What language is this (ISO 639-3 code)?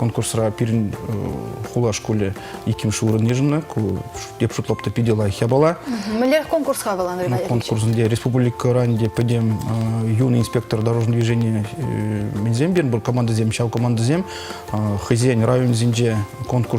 chv